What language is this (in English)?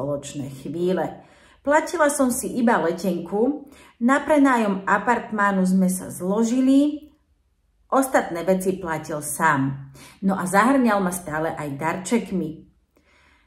Slovak